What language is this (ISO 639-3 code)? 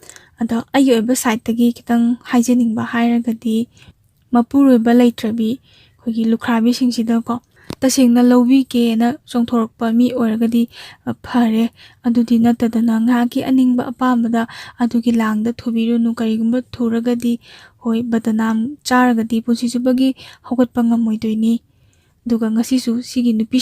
mni